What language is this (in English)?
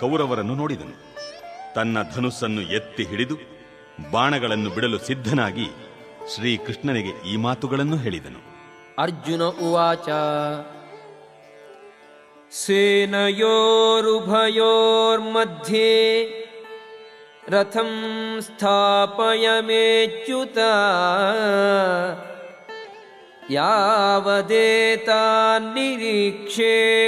Kannada